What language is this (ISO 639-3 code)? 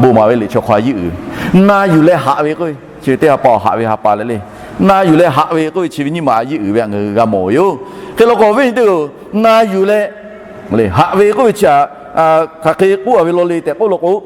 lhu